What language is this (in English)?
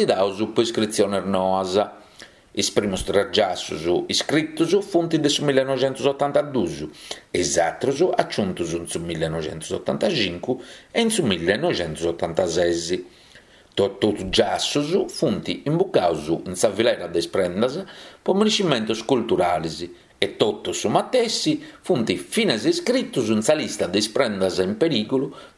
Sardinian